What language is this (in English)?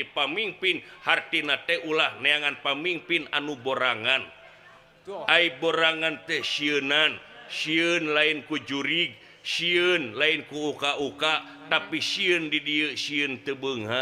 Sundanese